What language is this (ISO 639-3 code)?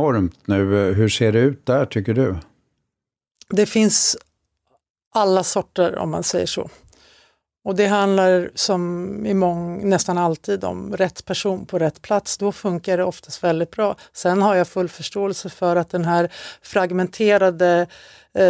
swe